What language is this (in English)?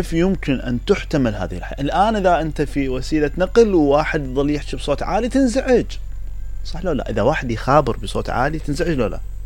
Mesopotamian Arabic